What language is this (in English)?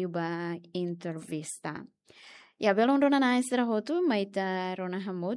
Tetum